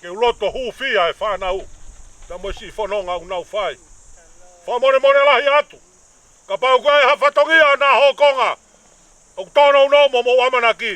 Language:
Tongan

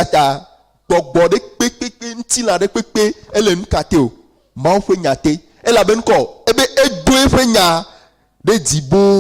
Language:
Ewe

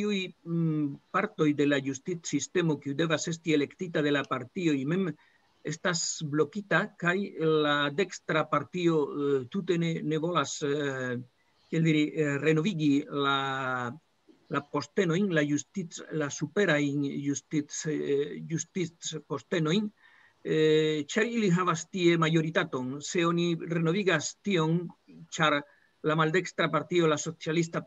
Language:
Esperanto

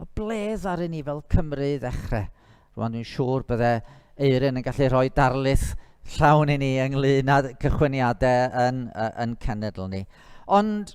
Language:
Welsh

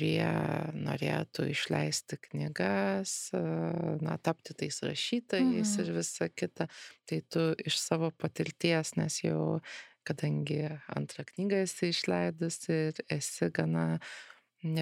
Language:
Lithuanian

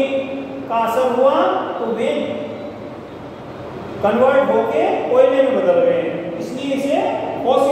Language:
Hindi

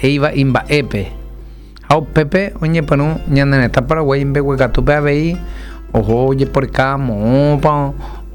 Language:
Guarani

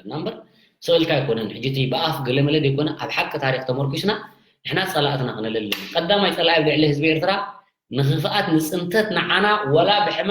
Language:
Tigrinya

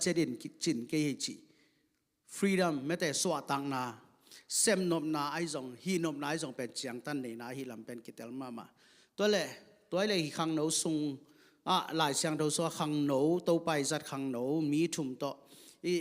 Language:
Tedim Chin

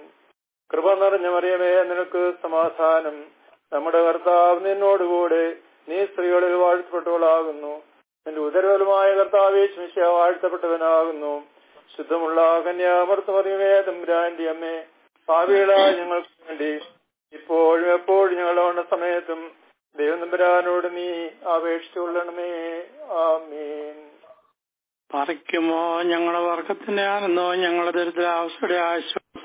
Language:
Malayalam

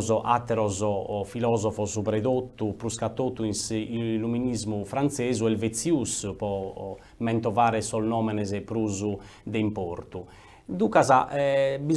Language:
Sardinian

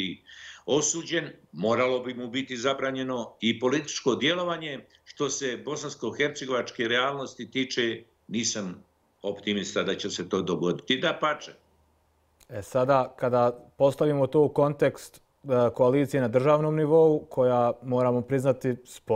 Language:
Bosnian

